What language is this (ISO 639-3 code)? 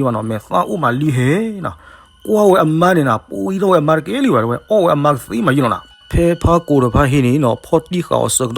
ksw